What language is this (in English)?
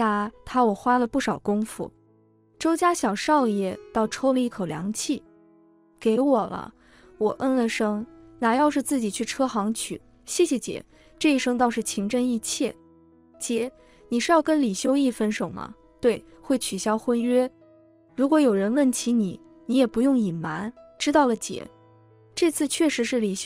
Chinese